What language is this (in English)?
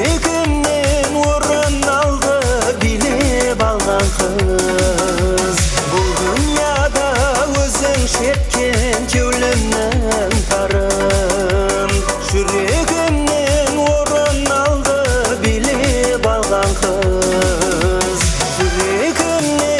Kara-Kalpak